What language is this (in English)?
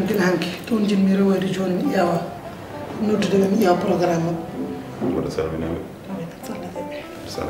Fula